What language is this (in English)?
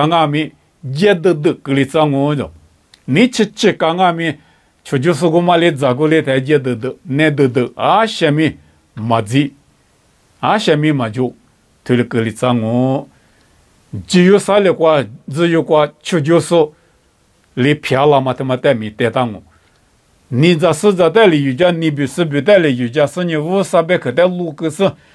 Lisu